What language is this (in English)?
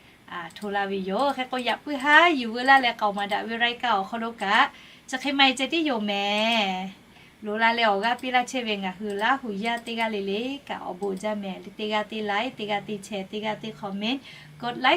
Lahu